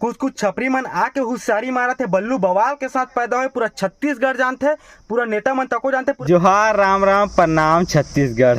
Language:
Chhattisgarhi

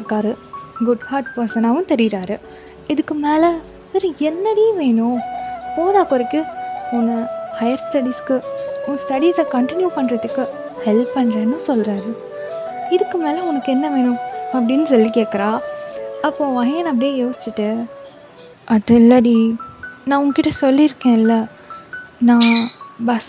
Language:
Tamil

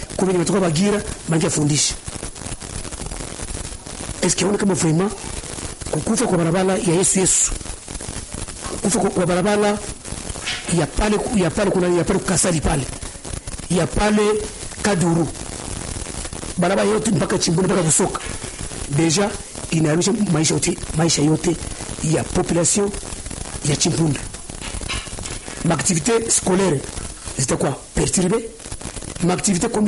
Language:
Swahili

